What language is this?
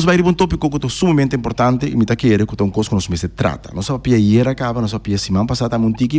Papiamento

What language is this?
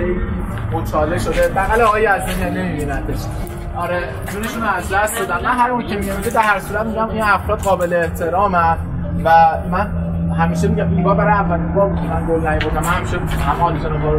Persian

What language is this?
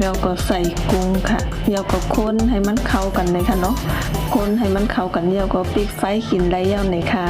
Shan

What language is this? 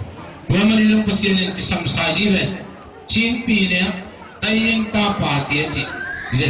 Tedim Chin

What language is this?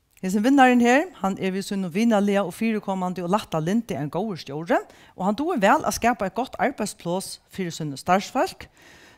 Faroese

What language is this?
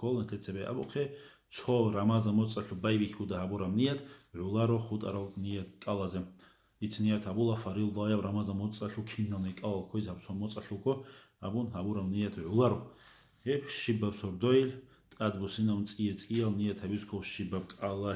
Avaric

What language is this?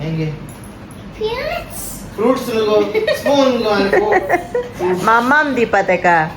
Konkani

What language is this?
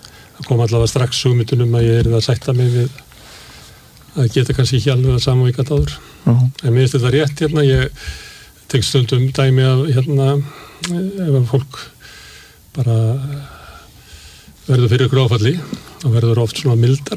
Icelandic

